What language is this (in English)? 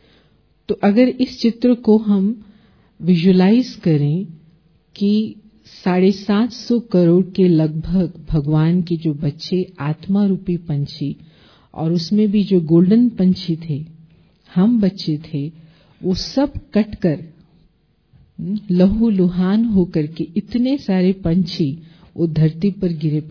Hindi